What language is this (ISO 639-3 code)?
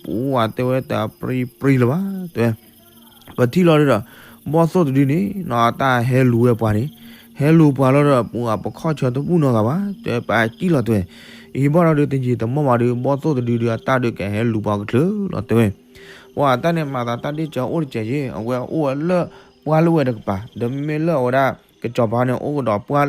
ksw